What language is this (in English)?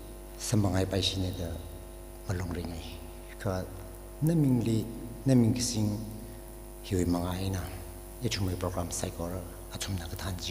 Tangkhul Naga (India)